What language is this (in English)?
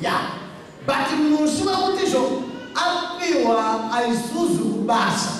Shona